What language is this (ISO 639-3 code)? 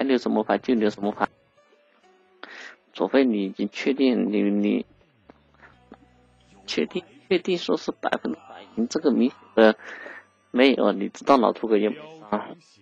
zho